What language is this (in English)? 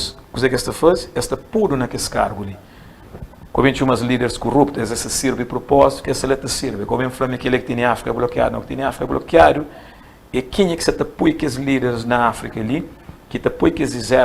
Kabuverdianu